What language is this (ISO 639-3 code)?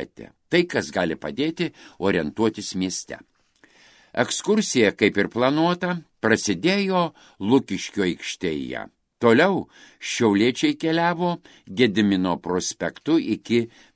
lit